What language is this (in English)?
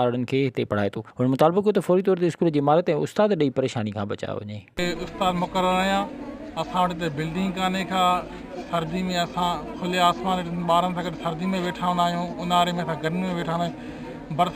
Sindhi